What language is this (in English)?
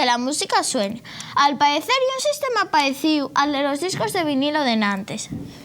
Asturian